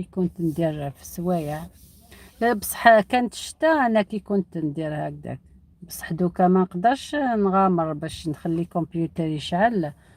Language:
Algerian Arabic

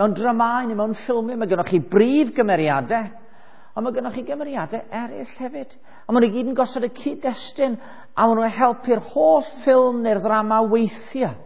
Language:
Welsh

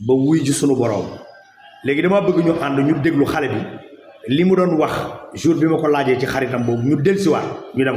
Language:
Wolof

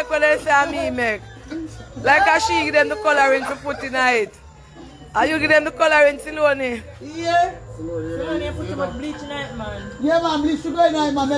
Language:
Jamaican Creole English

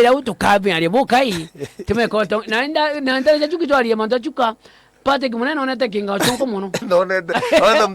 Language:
Meru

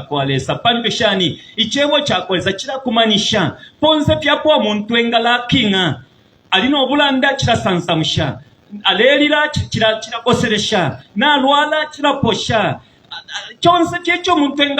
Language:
Bemba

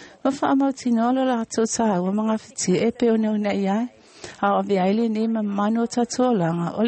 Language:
Samoan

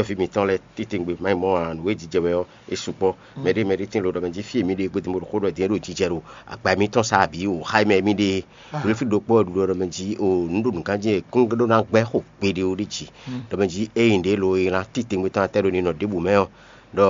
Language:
Fon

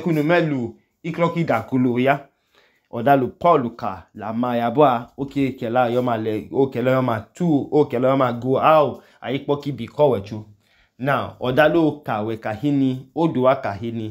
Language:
Idoma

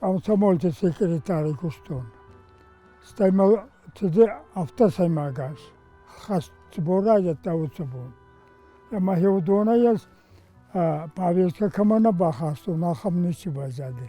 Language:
Ossetic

